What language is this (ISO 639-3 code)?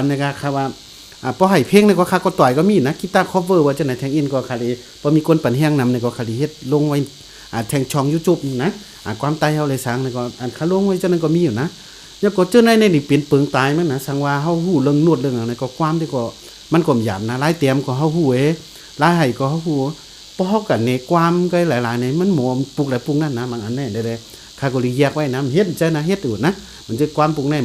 shn